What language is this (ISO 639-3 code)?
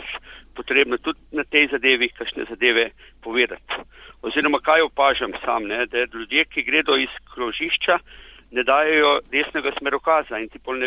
slv